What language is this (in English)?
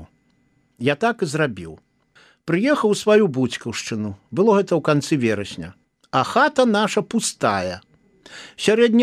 Belarusian